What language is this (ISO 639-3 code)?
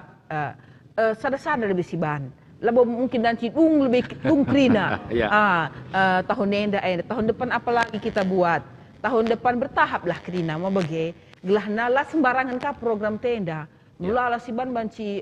btx